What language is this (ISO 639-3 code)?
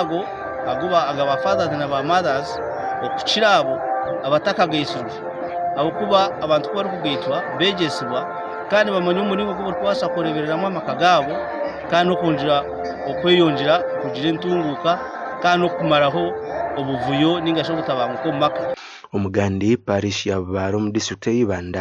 nyn